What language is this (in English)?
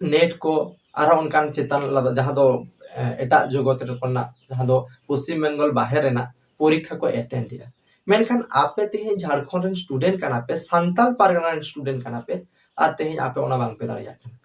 Santali